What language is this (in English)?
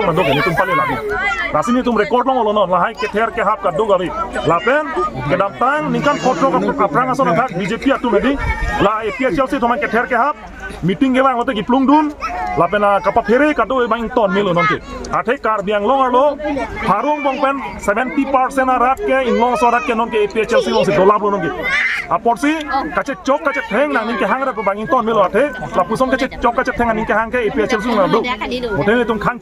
Karbi